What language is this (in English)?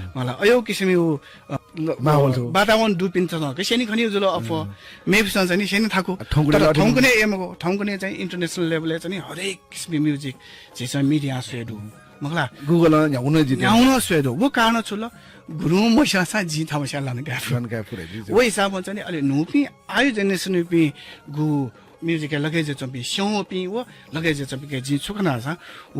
Newari